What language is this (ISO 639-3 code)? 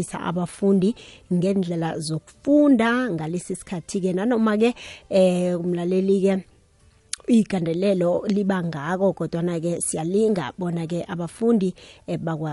nbl